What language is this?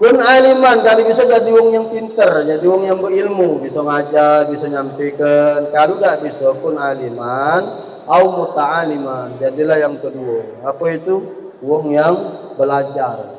Musi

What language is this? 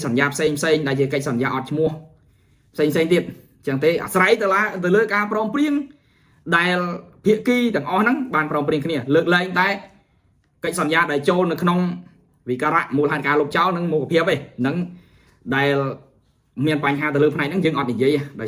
Khmer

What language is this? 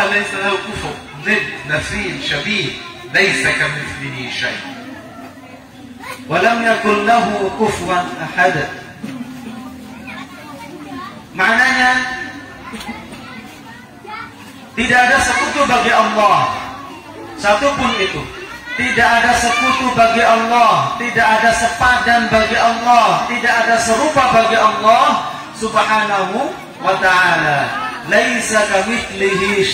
Indonesian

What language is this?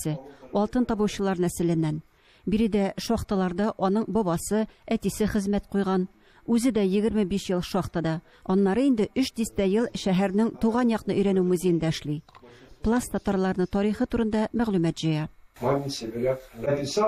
Tatar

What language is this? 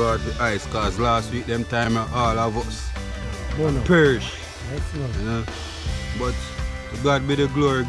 Jamaican Creole English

